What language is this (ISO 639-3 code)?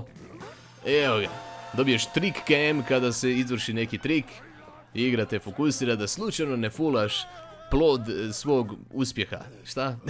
hrv